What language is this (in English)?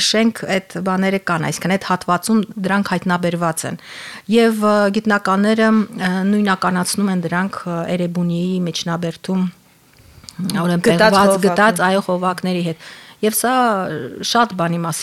Armenian